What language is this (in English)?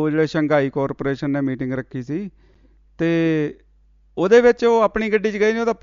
Punjabi